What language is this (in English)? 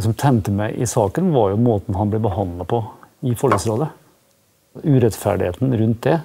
Norwegian